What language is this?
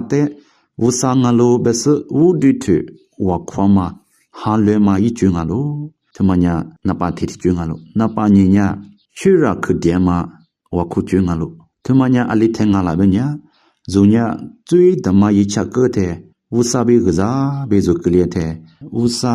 Lisu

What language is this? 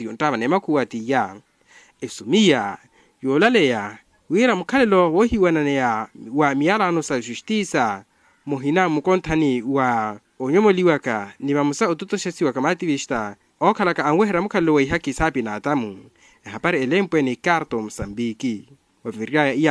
Makhuwa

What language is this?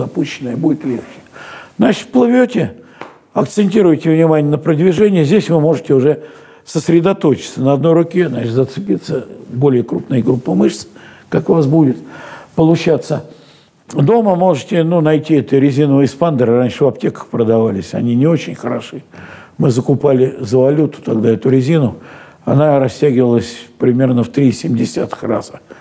Russian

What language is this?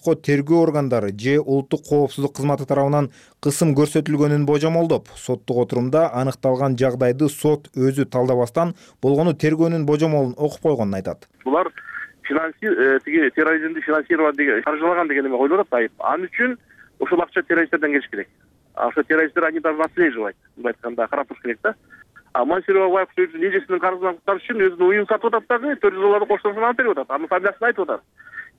Kyrgyz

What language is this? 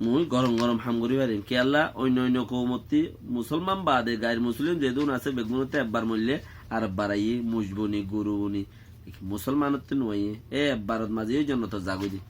Rohingya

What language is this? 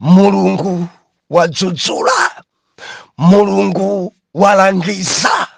Nyanja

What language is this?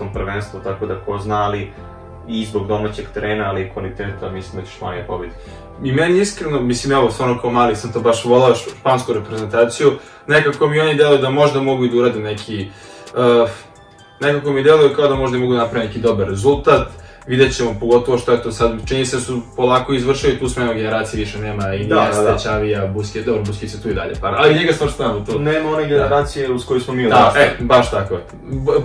Serbian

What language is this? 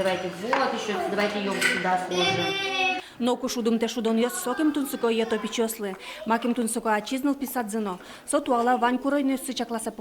Udmurt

